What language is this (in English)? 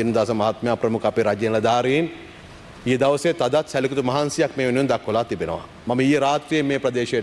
Sinhala